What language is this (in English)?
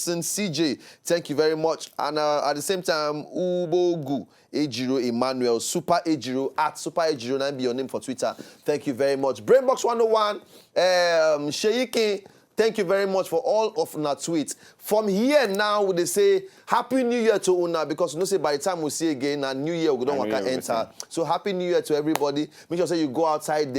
Nigerian Pidgin